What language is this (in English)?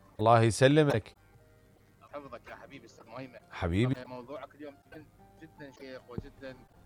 Mesopotamian Arabic